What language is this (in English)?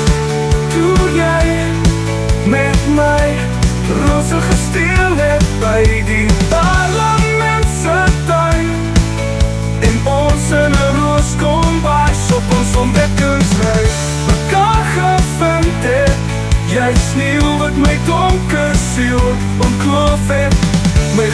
Afrikaans